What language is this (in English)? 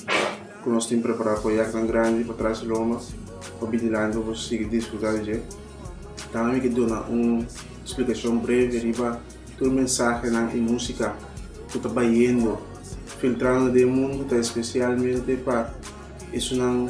Papiamento